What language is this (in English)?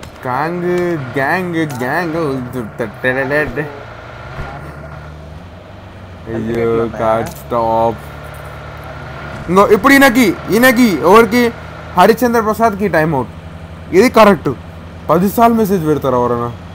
Telugu